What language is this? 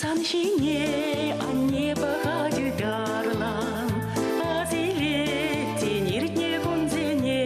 Chuvash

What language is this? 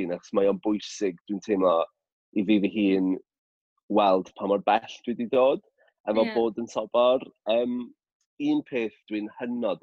Welsh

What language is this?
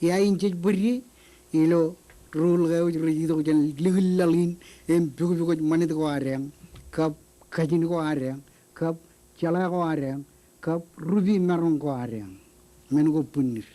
Marshallese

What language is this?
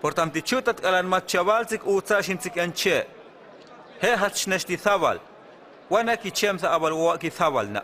Huastec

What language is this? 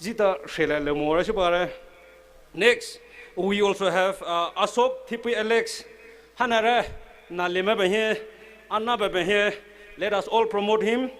Poumei Naga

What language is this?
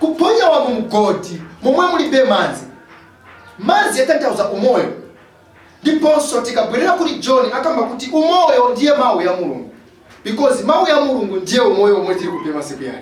Nyanja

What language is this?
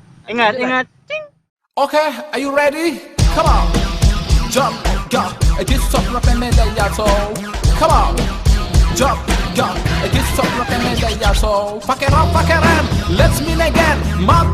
Minangkabau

